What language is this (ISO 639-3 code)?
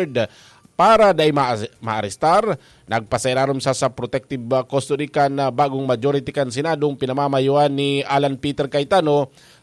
bik